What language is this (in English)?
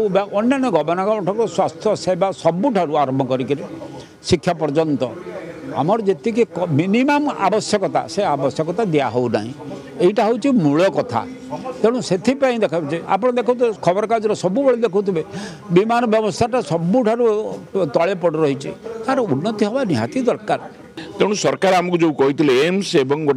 Odia